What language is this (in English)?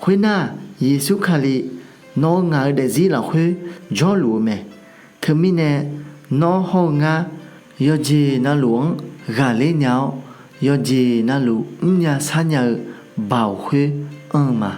Akha